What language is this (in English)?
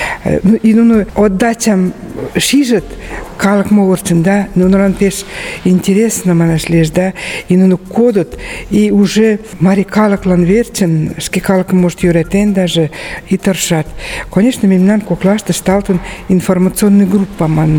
Mari